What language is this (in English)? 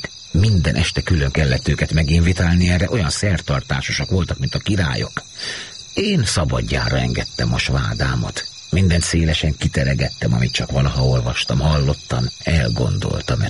Hungarian